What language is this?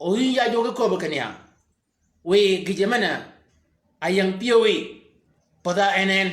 Shilluk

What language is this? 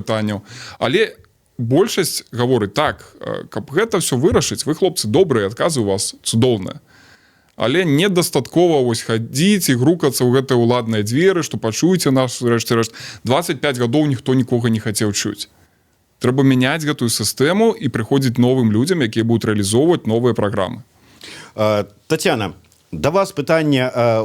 Belarusian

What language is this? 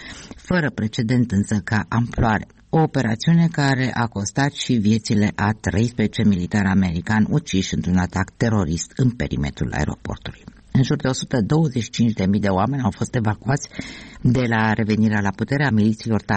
Romanian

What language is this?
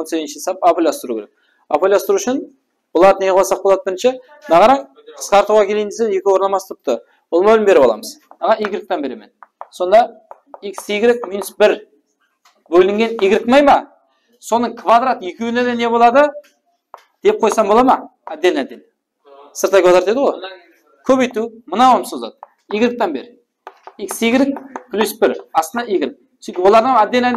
Kara-Kalpak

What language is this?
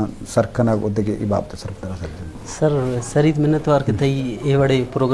Eastern Balochi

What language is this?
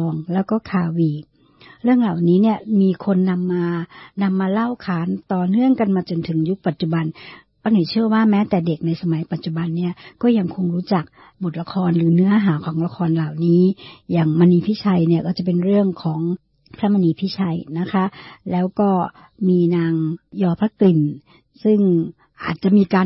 Thai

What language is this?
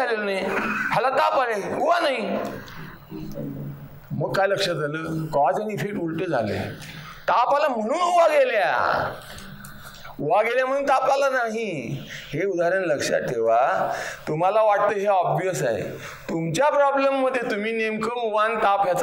Marathi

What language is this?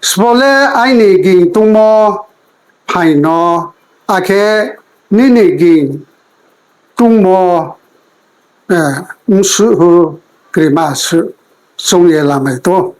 Riang (India)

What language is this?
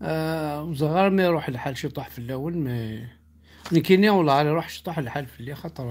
Kabyle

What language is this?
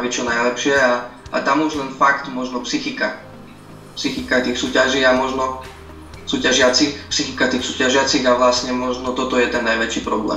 Slovak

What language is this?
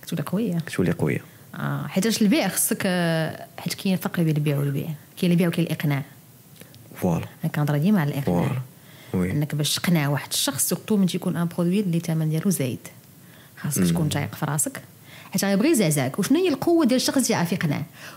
Moroccan Arabic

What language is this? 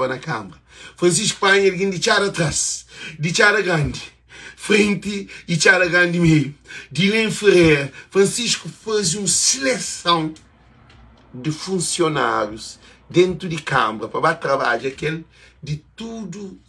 Kabuverdianu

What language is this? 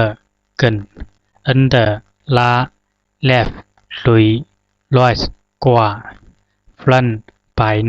Zhuang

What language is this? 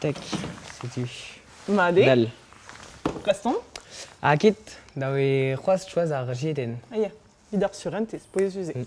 Breton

